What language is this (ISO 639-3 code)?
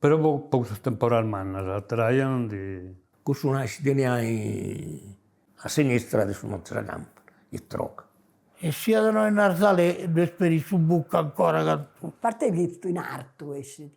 srd